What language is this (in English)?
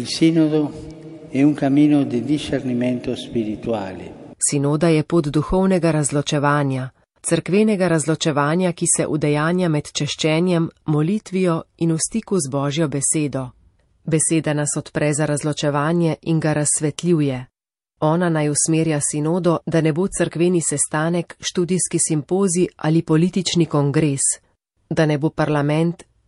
Slovenian